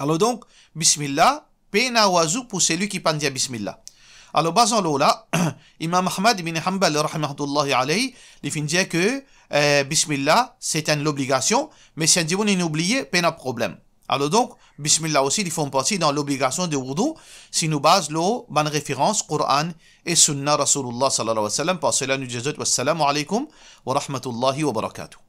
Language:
Morisyen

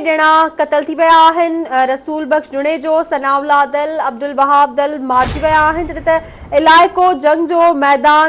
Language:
Sindhi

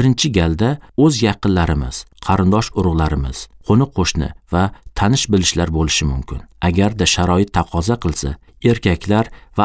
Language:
Uzbek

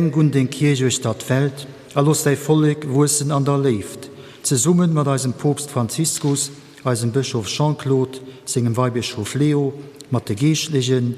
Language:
Luxembourgish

